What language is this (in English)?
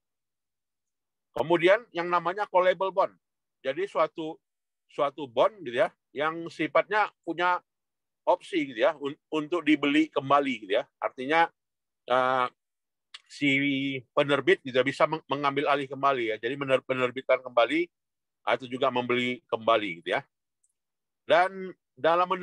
Indonesian